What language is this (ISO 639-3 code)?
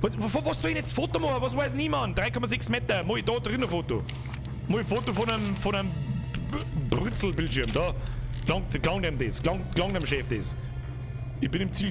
bar